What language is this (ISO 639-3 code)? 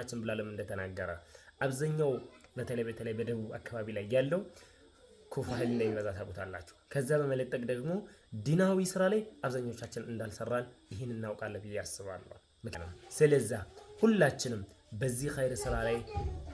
amh